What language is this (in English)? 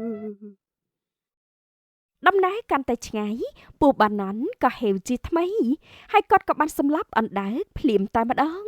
Khmer